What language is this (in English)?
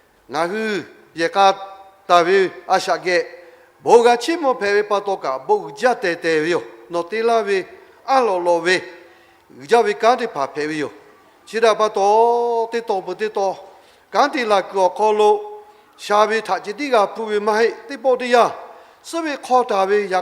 Lahu